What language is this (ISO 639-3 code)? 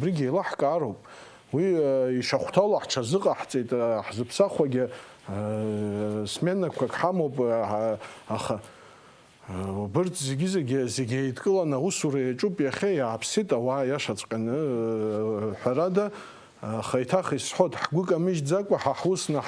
abk